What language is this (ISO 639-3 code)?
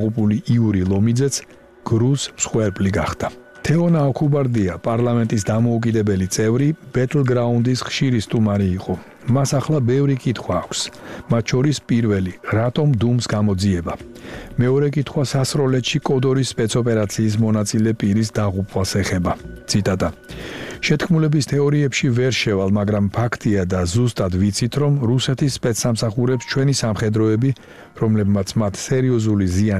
kat